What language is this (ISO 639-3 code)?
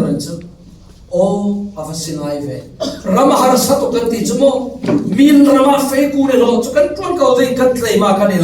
cfm